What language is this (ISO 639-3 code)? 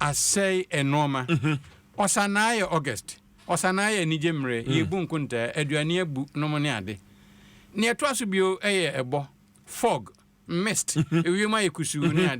aka